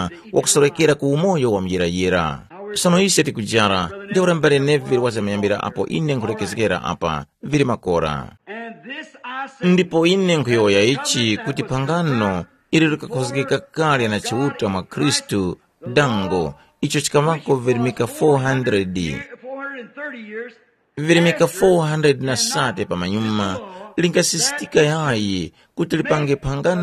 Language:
Tumbuka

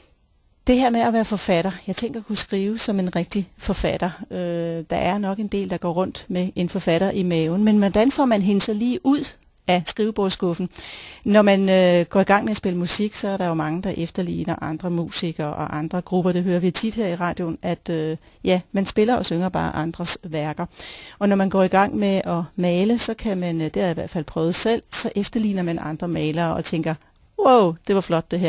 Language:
Danish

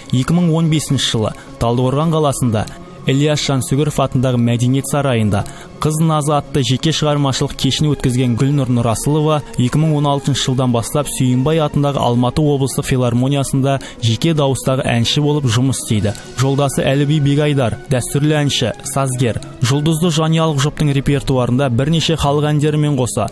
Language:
Kazakh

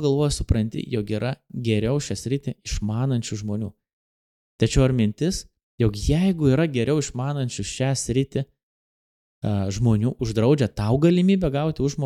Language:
Lithuanian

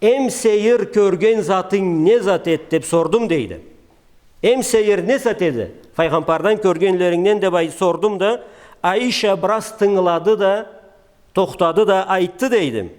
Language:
Karachay-Balkar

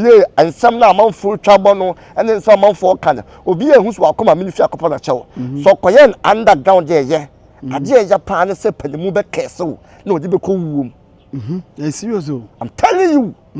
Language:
Akan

